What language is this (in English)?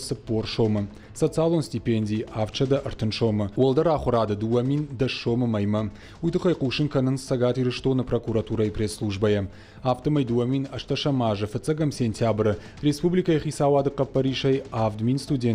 Ossetic